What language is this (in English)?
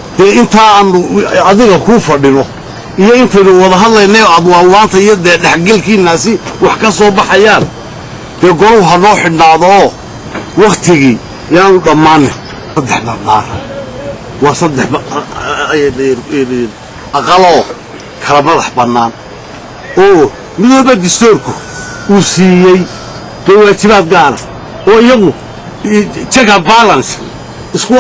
Somali